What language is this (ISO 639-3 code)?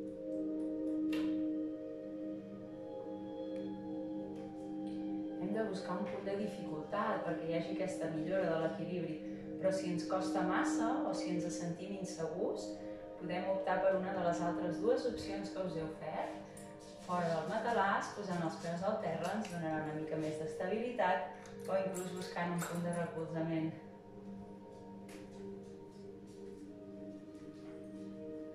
cat